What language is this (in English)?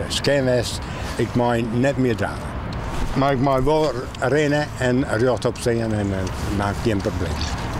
Western Frisian